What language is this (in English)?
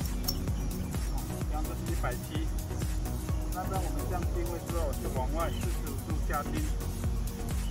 Chinese